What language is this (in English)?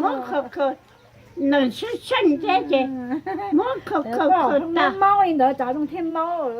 Hmong